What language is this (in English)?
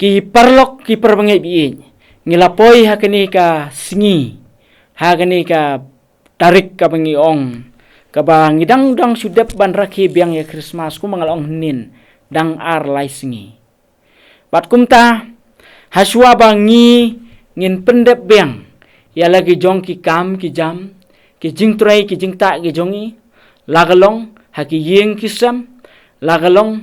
Khasi